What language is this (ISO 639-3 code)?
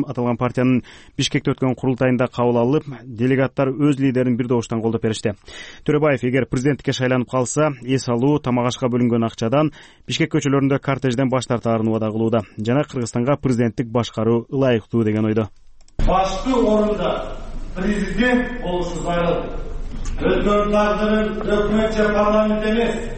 kir